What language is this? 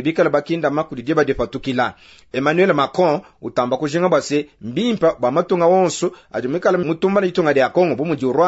Luba-Lulua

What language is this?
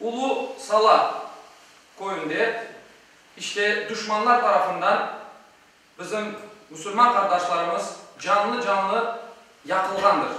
Crimean Tatar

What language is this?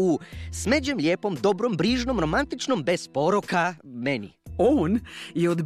Croatian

